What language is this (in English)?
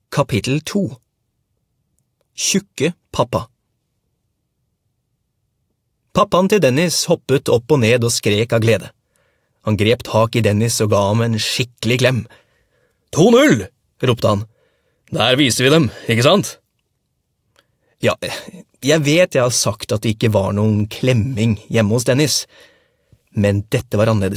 Norwegian